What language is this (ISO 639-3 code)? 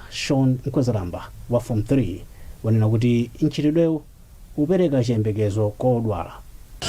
nya